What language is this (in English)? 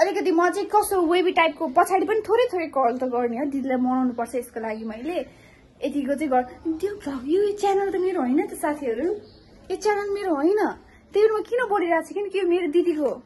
Nepali